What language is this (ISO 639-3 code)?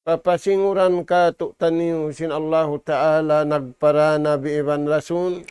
tsg